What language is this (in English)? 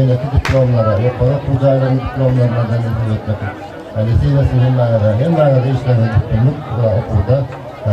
Turkmen